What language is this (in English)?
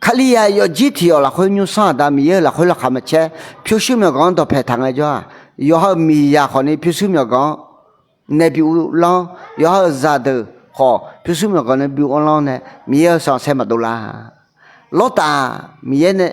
Akha